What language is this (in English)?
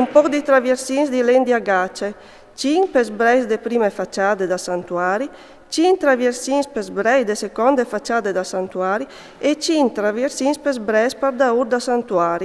Friulian